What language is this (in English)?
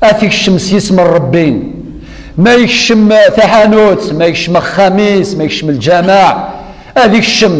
Kabyle